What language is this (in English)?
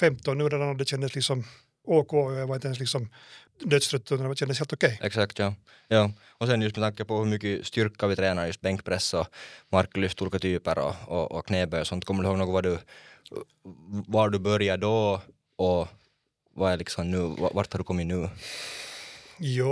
Swedish